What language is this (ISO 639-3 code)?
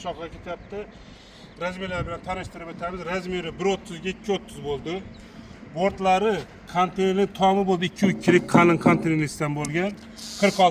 uzb